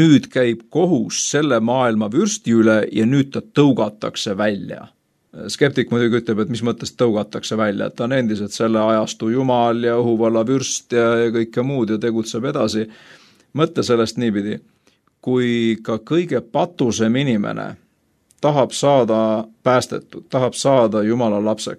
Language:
Estonian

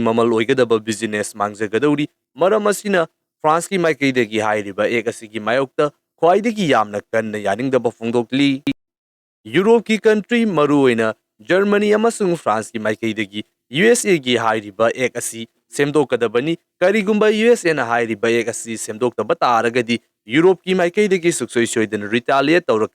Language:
Manipuri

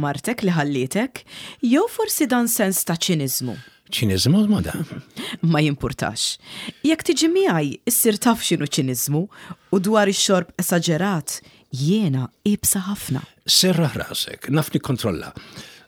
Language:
Maltese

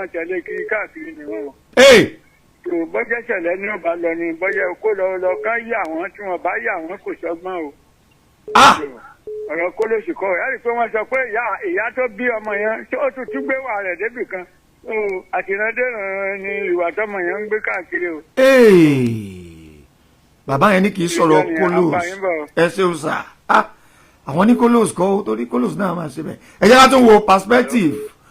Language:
Yoruba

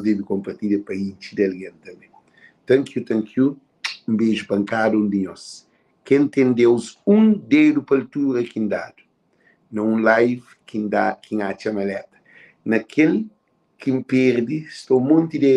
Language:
Kabuverdianu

